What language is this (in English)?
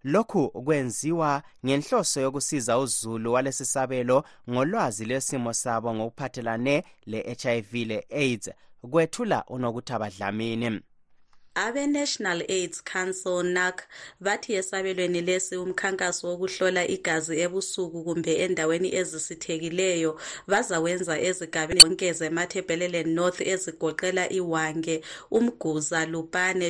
North Ndebele